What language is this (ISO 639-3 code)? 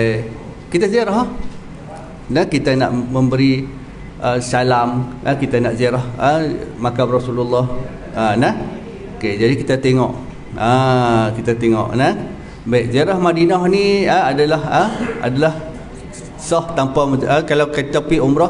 msa